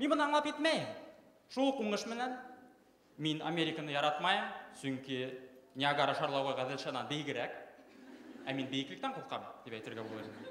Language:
Bashkir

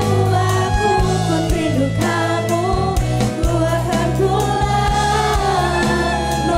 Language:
Musi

